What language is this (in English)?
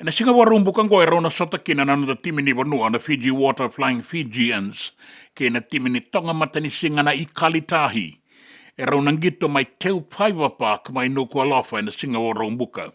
Fijian